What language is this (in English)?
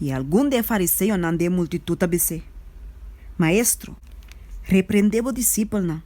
Papiamento